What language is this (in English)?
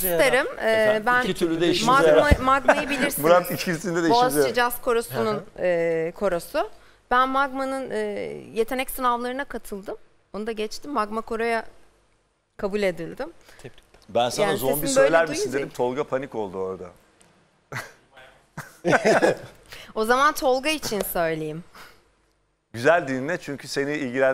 Turkish